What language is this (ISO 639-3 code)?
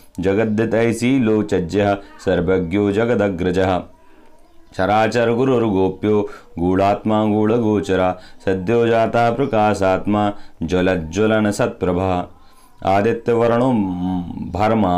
san